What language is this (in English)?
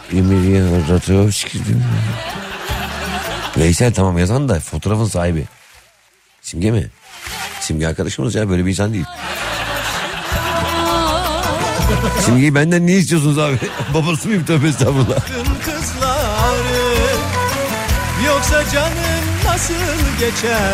Turkish